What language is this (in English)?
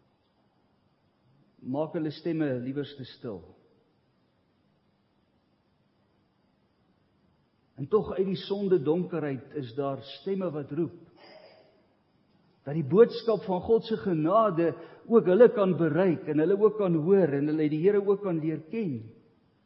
Afrikaans